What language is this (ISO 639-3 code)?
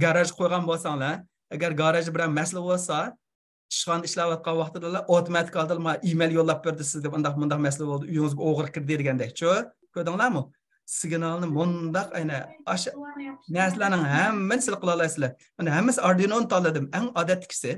uig